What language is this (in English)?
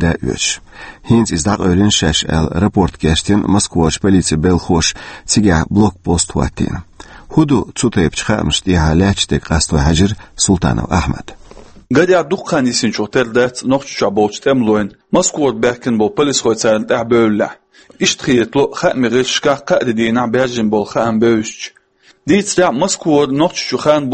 Chechen